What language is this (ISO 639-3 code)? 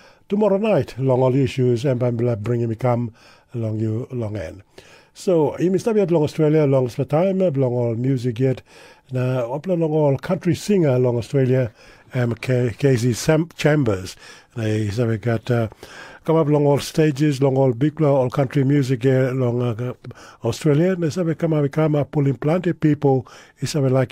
tpi